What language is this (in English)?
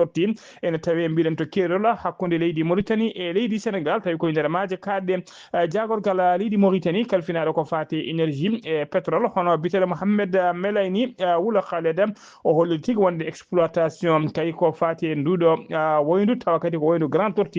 Fula